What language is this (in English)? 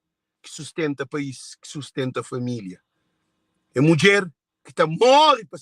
Kabuverdianu